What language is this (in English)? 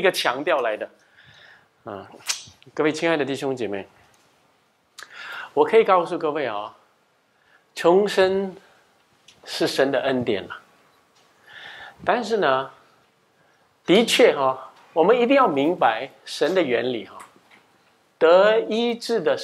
Chinese